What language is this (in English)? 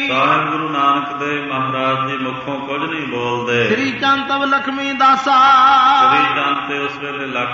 Punjabi